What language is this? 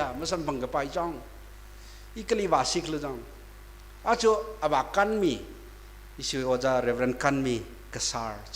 Tangkhul Naga (India)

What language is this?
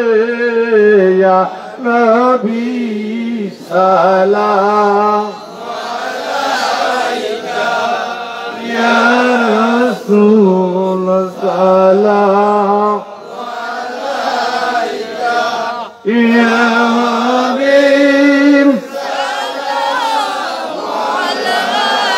Bangla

